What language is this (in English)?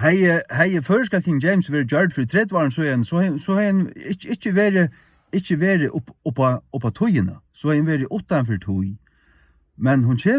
Faroese